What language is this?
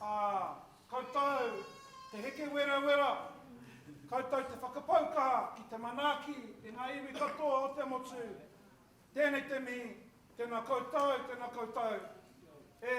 Māori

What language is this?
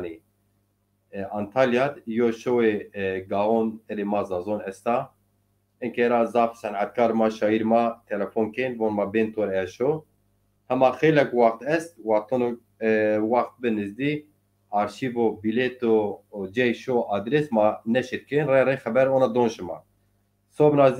Zaza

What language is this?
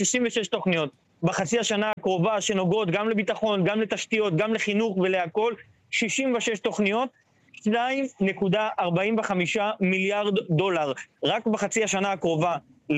Hebrew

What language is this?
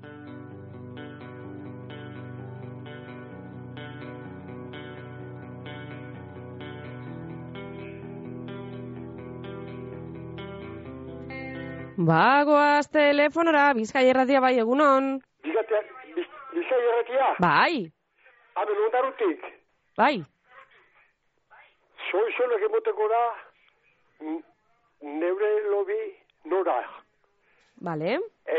Basque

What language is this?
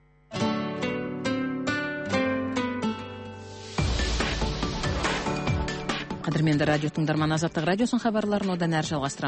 Kazakh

